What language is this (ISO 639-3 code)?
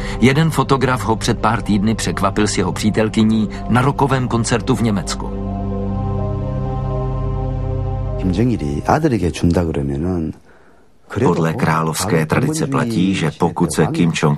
ces